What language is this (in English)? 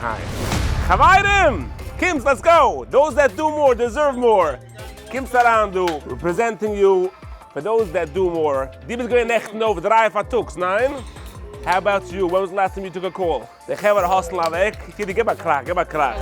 Yiddish